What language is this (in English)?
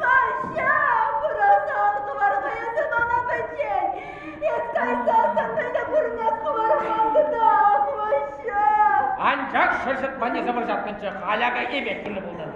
Chuvash